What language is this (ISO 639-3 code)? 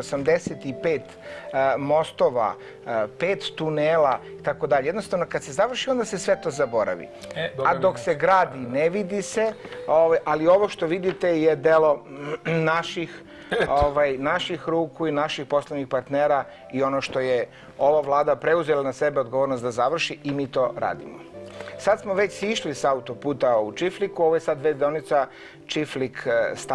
srp